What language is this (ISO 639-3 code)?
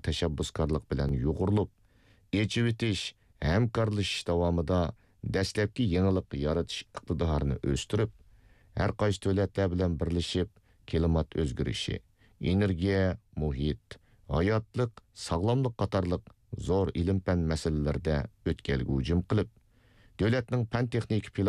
uig